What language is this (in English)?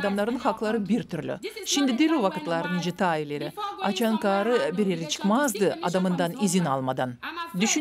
Gagauz